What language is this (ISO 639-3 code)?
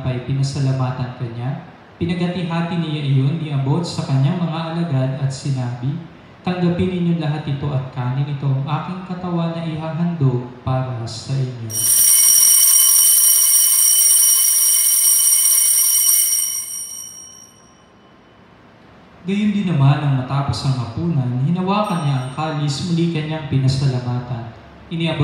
fil